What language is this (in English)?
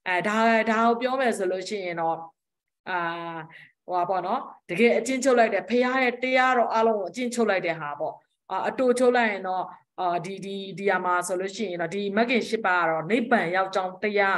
Burmese